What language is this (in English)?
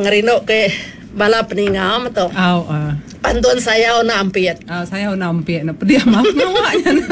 Iban